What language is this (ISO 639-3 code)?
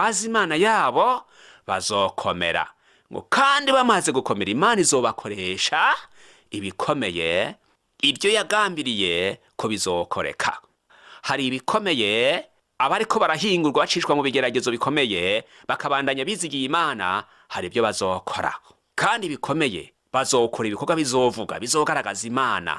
run